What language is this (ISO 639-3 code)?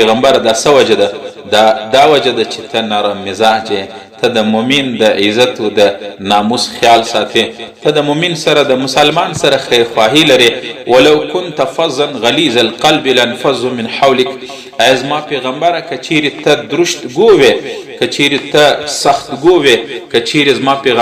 pus